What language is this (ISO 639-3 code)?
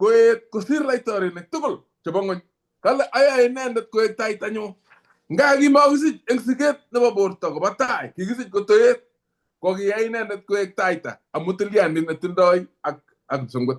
kln